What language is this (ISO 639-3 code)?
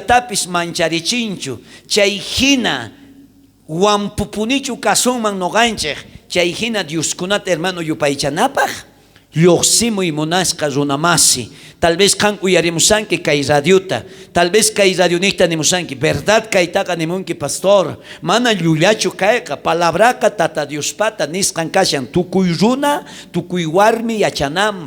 quh